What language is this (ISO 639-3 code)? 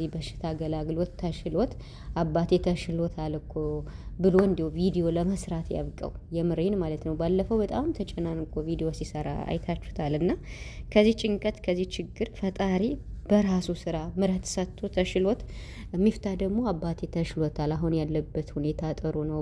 amh